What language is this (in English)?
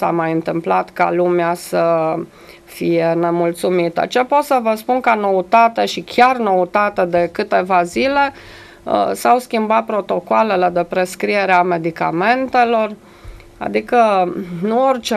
Romanian